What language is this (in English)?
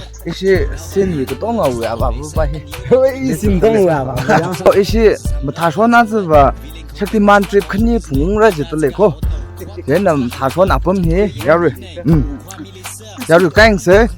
Tangkhul Naga (India)